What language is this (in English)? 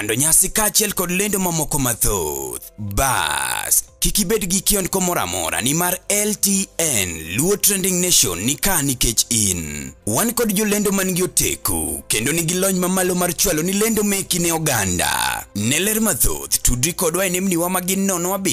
Luo (Kenya and Tanzania)